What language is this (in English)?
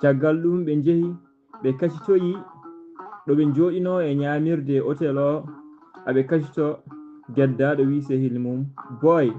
Fula